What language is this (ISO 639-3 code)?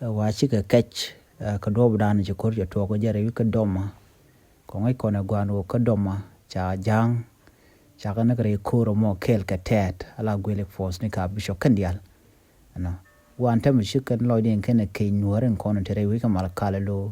nus